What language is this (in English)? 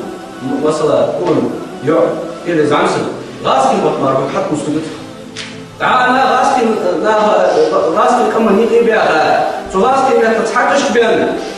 Ingush